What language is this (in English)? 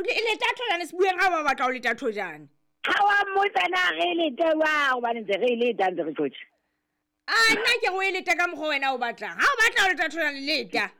Southern Sotho